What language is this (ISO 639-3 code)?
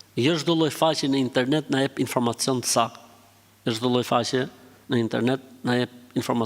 sqi